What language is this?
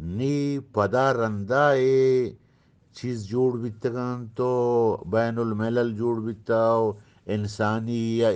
Eastern Balochi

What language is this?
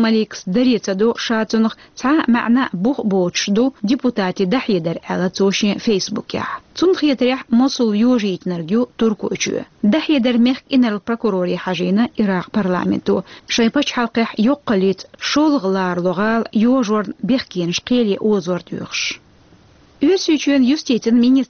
Chechen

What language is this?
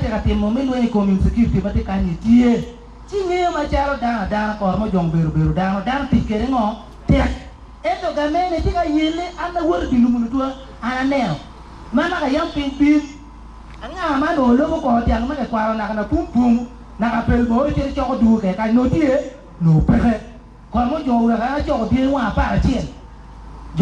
Acoli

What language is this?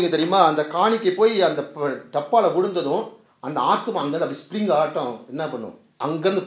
Tamil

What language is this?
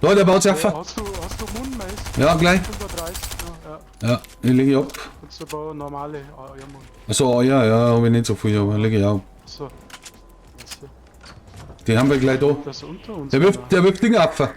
Bavarian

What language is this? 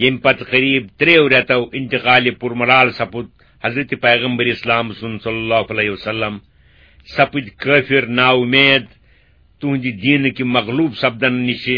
Kashmiri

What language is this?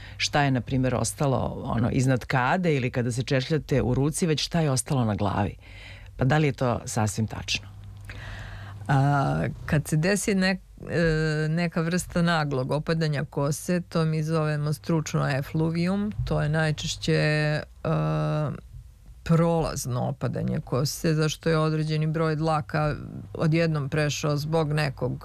Serbian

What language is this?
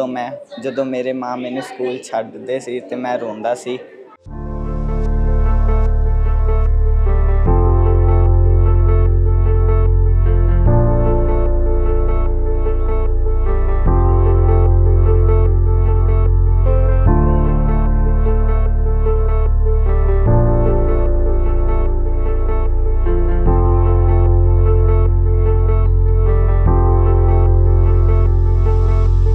Punjabi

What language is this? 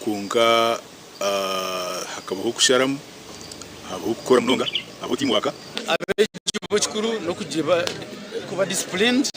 Nyankole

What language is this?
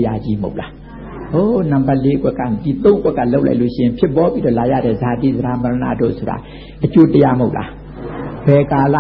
Burmese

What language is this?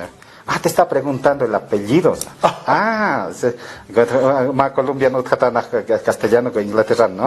Aymara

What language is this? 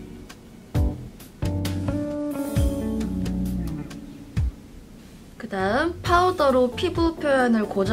Korean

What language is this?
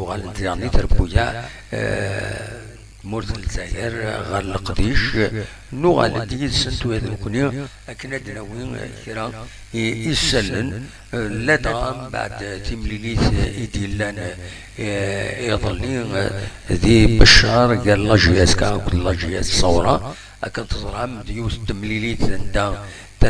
Kabyle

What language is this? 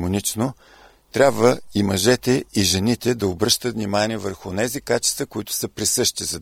Bulgarian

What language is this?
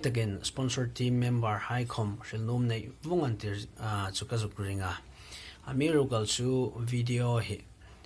Hmar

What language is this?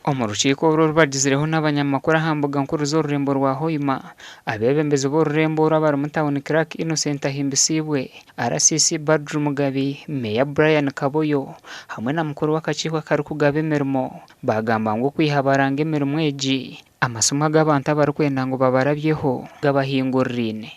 Nyankole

